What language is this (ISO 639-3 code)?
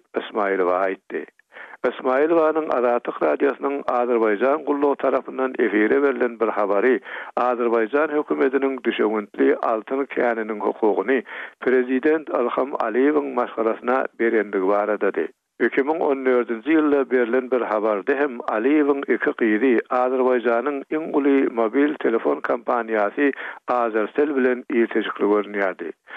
tuk